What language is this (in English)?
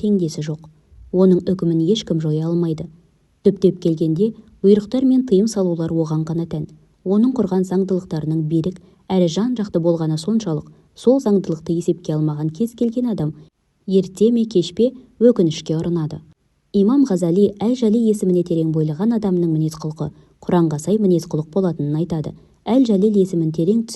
Kazakh